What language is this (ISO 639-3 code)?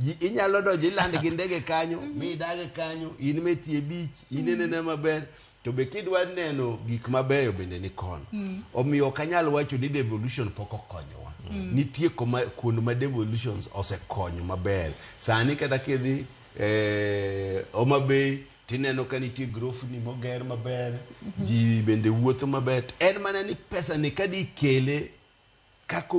luo